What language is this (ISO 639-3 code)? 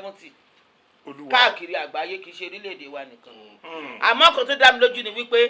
yor